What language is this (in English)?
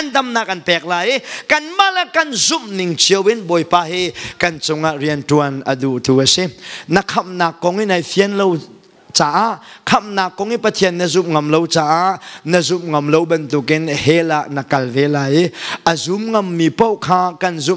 Hakha Chin